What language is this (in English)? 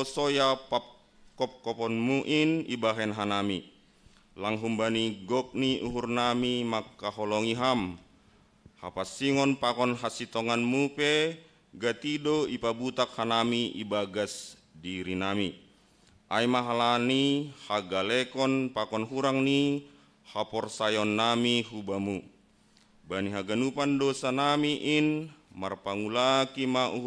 Batak Simalungun